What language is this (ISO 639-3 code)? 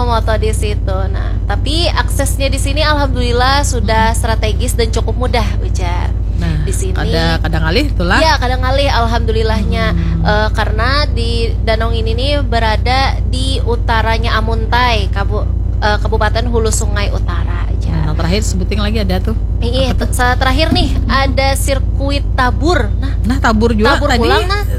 bjn